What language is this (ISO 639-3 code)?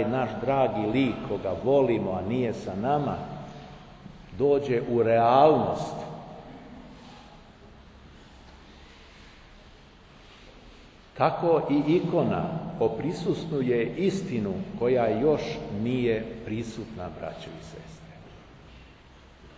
srp